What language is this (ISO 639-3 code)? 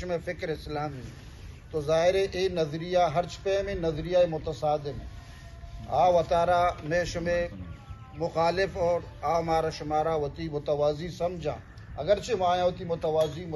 bal